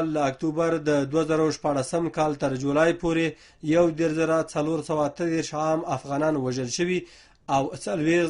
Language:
Pashto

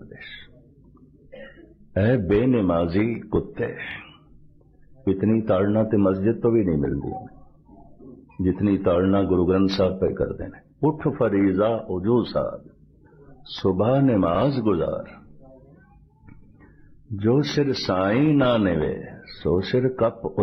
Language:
Punjabi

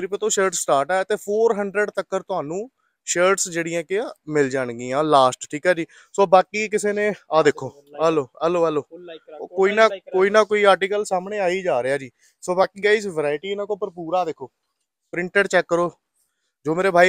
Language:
Punjabi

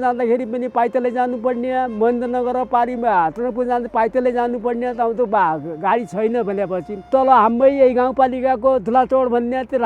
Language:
Nepali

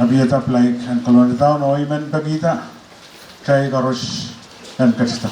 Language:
Pohnpeian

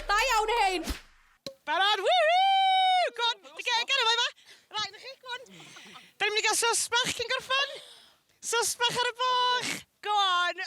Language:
Welsh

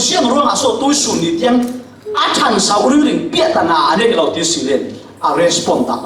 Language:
Falam Chin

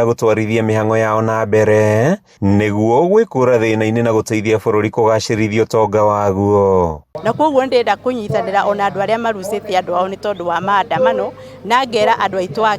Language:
Kikuyu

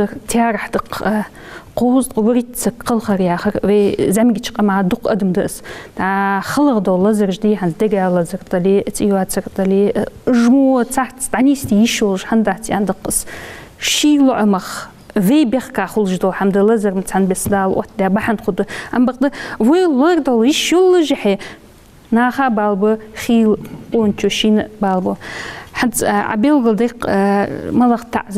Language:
Ingush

